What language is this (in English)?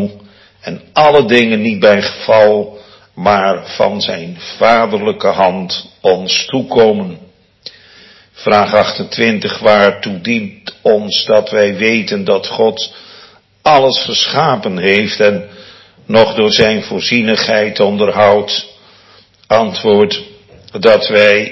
Dutch